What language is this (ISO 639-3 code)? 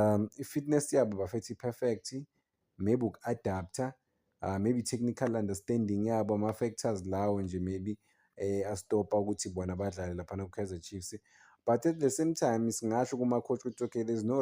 zul